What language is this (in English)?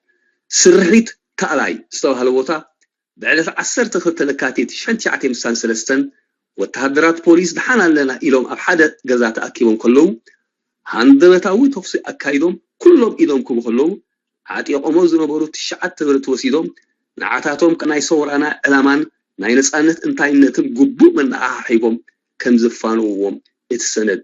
Tigrinya